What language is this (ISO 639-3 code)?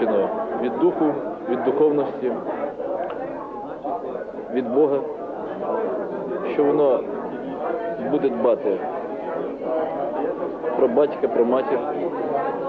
ukr